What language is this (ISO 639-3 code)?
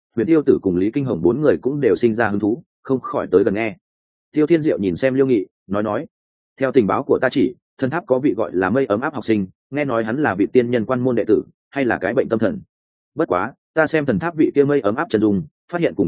vie